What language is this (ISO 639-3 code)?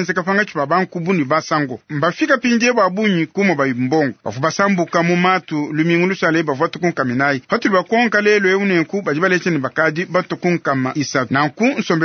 lua